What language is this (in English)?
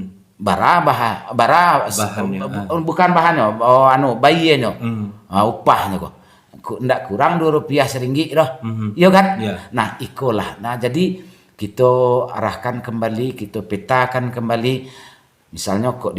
Minangkabau